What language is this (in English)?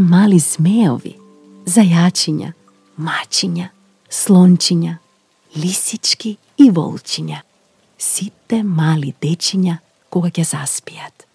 Macedonian